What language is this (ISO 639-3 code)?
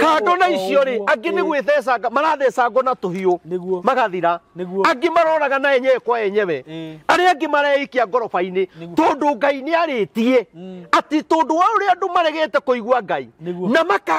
kik